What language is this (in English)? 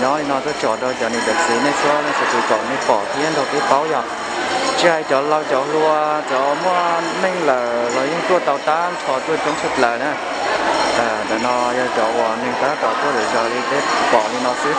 Hmong